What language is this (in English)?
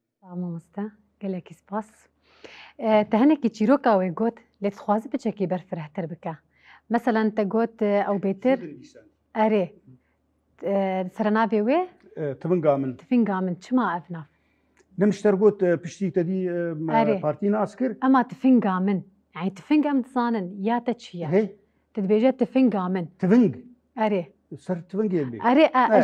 Kurdish